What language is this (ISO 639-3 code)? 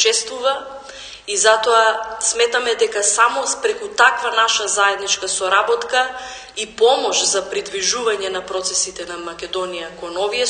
mkd